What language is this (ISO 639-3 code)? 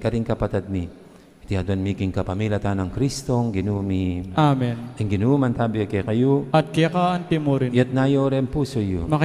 pam